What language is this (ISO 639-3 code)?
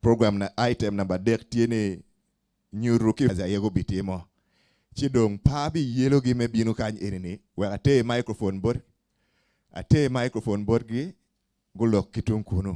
ach